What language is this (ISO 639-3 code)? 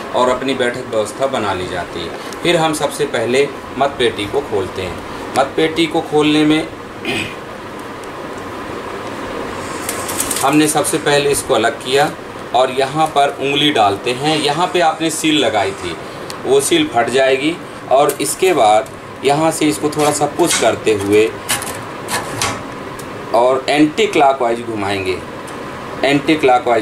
hin